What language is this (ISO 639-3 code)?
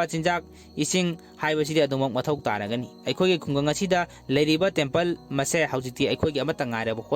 mni